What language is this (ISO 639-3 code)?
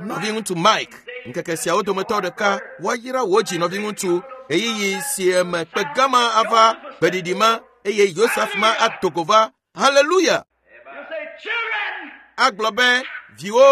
ewe